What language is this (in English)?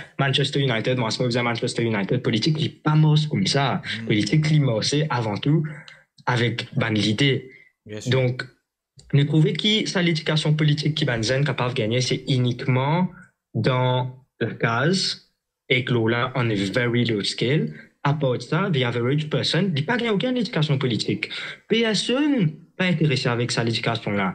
Morisyen